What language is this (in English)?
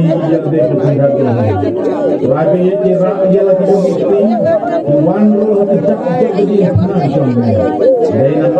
Khasi